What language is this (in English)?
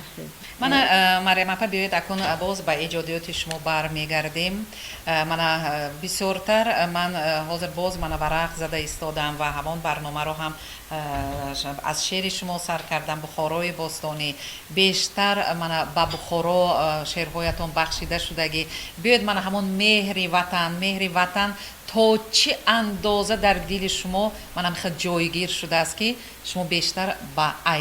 Tajik